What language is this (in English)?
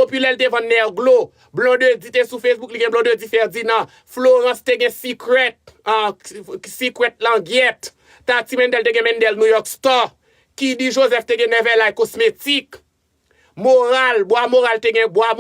Haitian Creole